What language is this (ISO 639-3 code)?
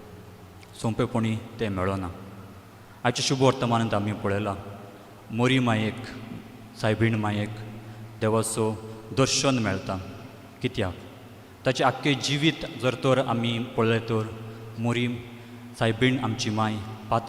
kok